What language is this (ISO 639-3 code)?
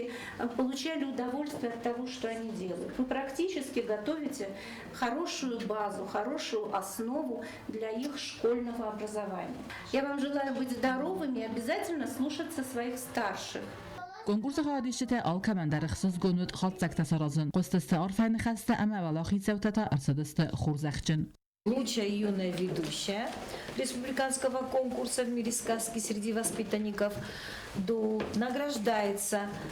oss